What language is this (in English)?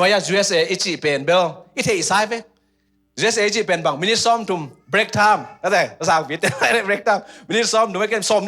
Tedim Chin